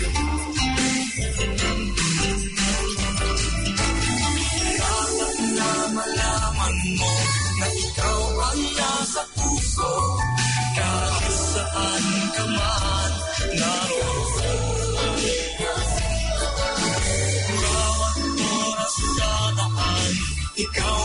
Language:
Filipino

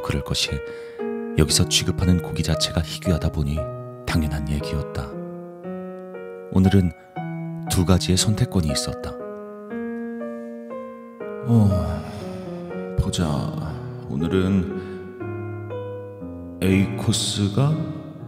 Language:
Korean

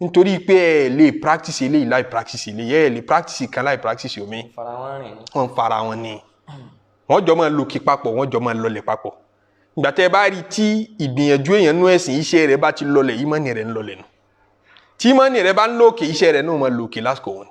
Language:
Yoruba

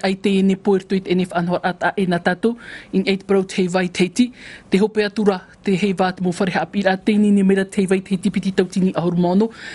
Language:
Tahitian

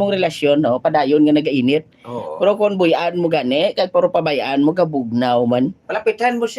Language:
Hiligaynon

